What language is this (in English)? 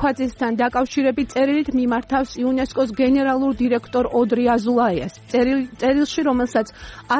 Georgian